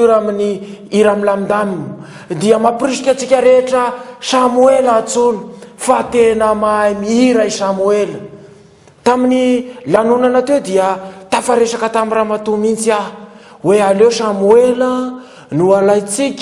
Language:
Malagasy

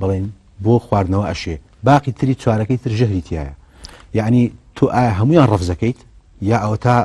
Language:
Central Kurdish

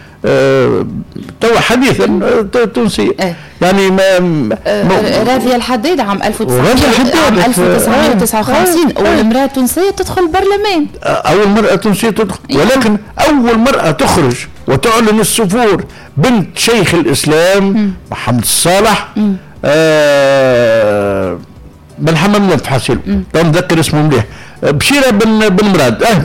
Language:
Tunisian Arabic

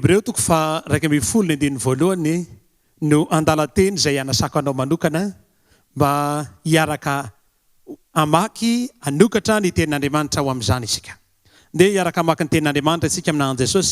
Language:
Malagasy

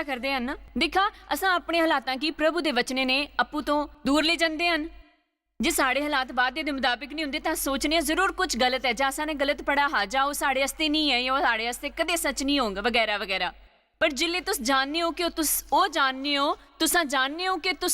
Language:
Dogri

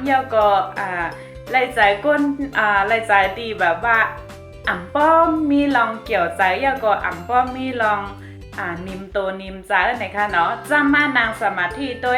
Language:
Shan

